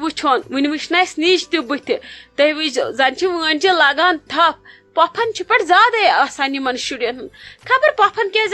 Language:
Kashmiri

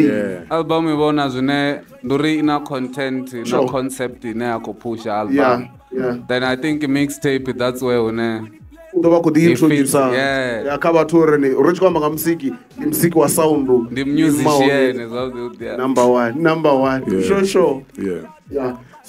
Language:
Venda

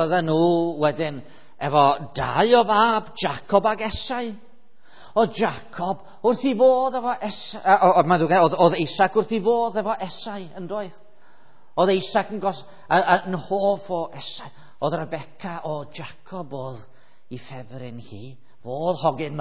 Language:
Welsh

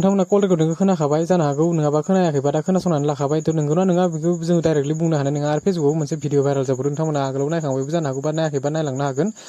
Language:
Bodo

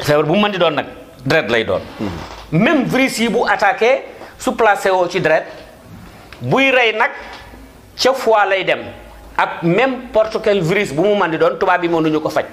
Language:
Wolof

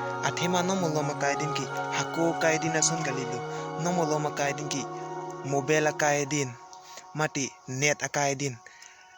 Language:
Karbi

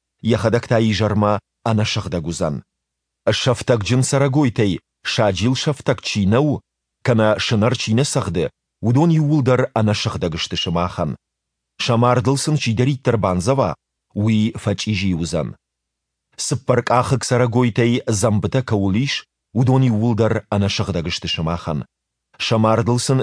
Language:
Ossetic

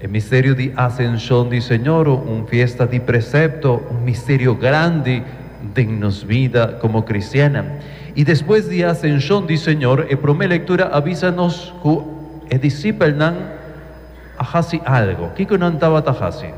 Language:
Papiamento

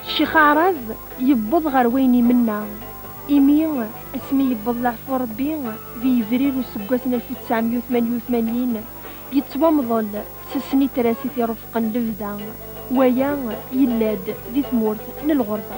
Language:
Kabyle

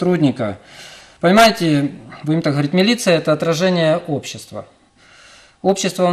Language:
Russian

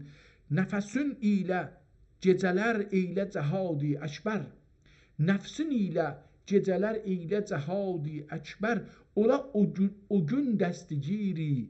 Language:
South Azerbaijani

